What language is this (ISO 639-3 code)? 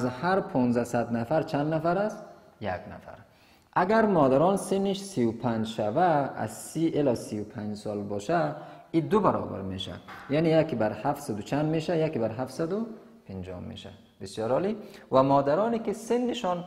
fas